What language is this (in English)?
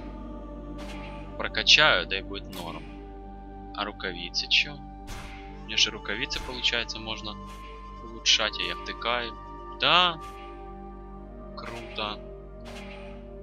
Russian